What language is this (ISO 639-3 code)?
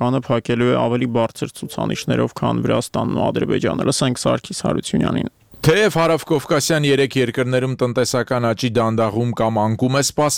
hye